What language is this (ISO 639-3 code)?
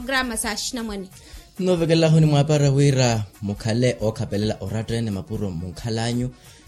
vmw